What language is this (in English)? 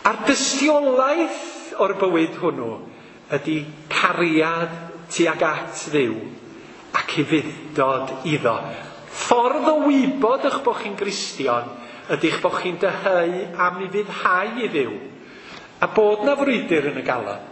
Welsh